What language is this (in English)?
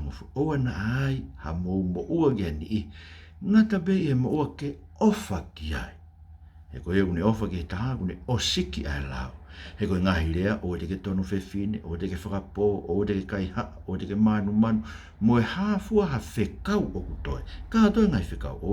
Tongan